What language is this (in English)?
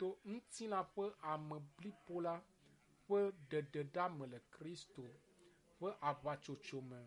Ewe